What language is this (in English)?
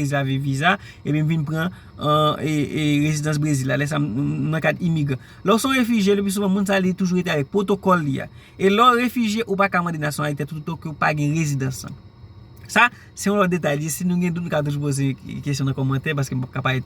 Haitian Creole